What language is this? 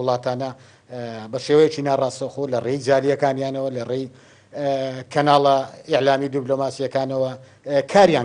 Central Kurdish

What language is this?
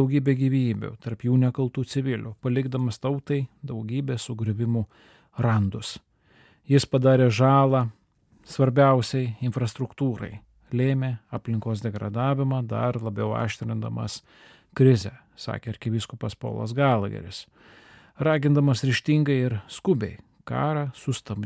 Lithuanian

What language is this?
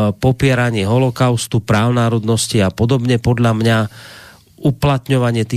Slovak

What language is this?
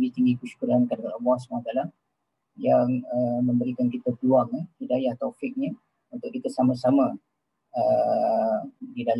Malay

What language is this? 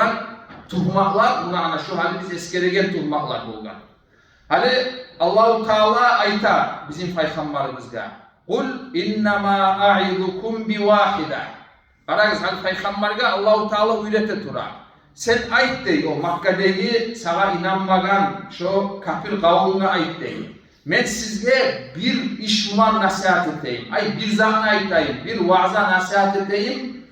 Kumyk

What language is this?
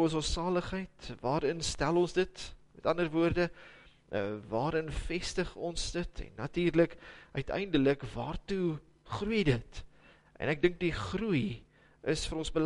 Afrikaans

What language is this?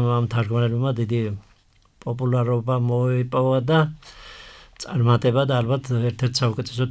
Georgian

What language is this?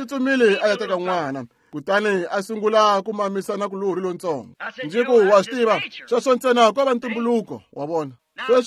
Tsonga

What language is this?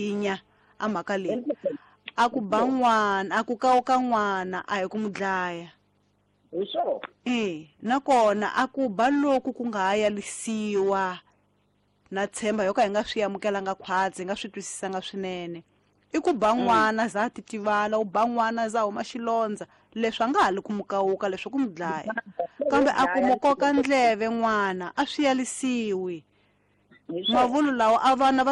Tsonga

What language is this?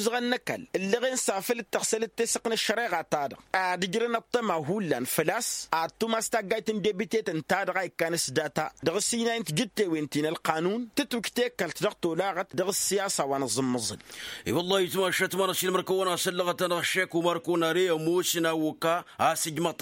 Tamasheq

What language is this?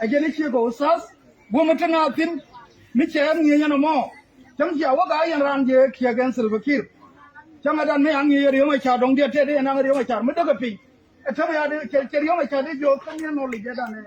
Nuer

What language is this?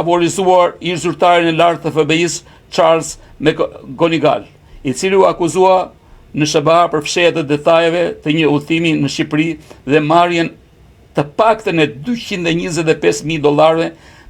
Albanian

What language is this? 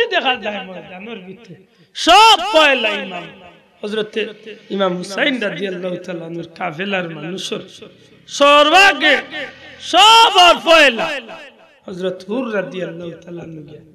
Sylheti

